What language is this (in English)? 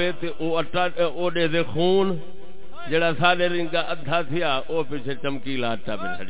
Saraiki